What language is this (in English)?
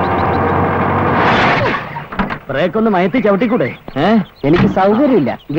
Malayalam